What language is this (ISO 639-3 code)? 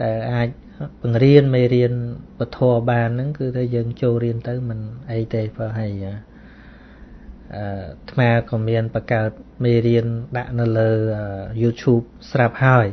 khm